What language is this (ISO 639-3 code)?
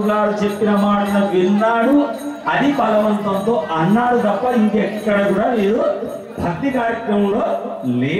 tel